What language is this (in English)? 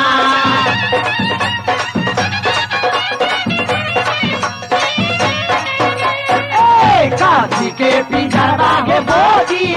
Bhojpuri